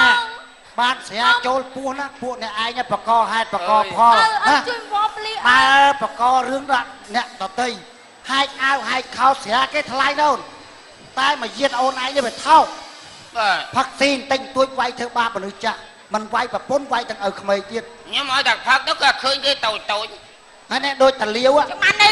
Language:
Khmer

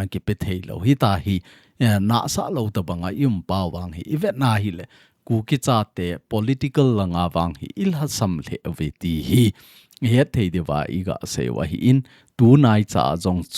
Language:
Thado Chin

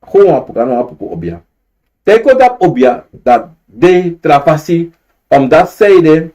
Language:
Sranan Tongo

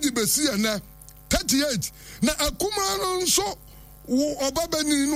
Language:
Akan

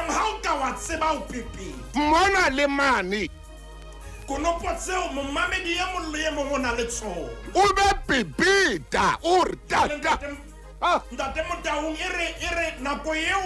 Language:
Southern Sotho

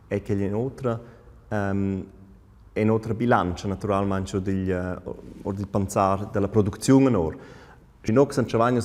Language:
Romansh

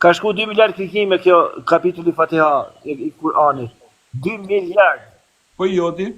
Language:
Albanian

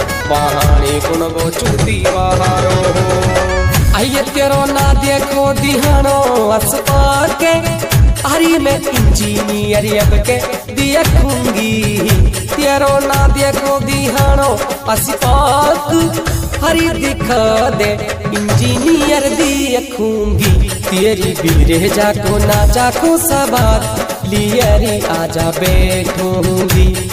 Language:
Haryanvi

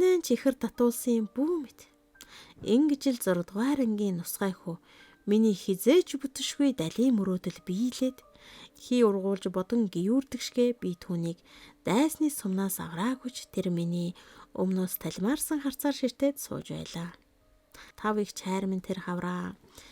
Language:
Mongolian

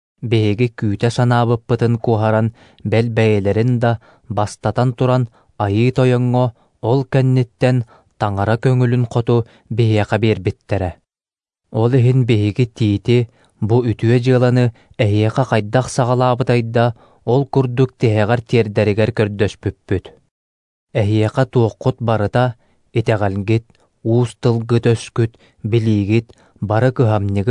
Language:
Yakut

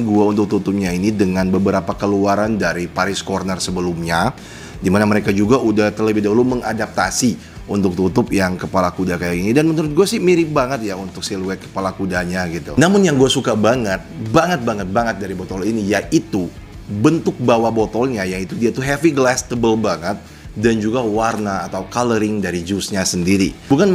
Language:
Indonesian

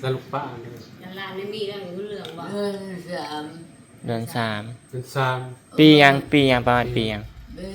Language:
Lao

